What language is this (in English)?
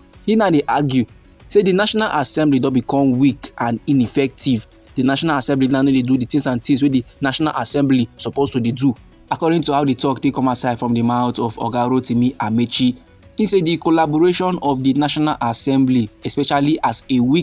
Nigerian Pidgin